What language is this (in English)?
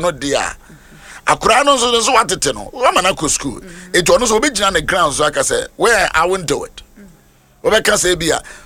Akan